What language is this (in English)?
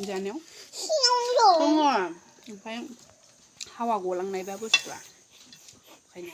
Bodo